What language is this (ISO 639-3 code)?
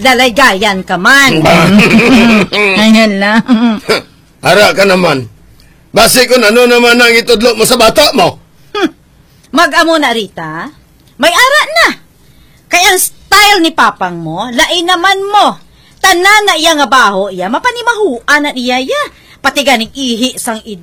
hil